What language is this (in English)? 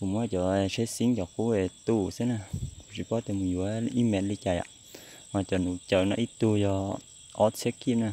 Hmong